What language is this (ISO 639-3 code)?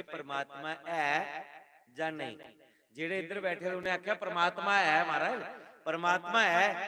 doi